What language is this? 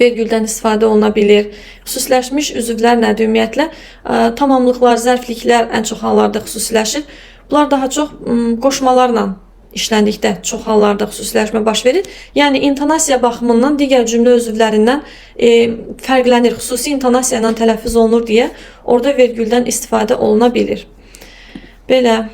Azerbaijani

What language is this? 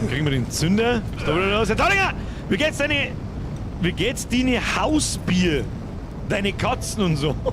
Bavarian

